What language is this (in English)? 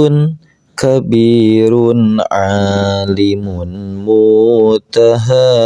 Sundanese